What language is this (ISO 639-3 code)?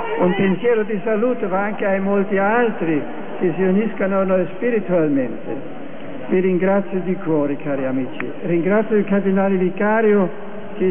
ita